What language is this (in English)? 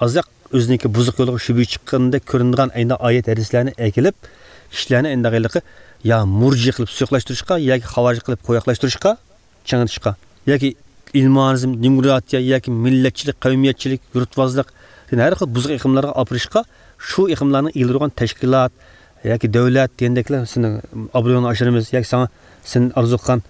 Uyghur